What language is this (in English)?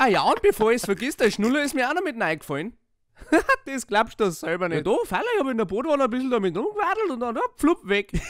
Bavarian